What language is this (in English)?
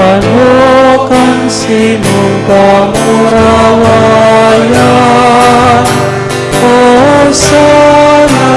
Bikol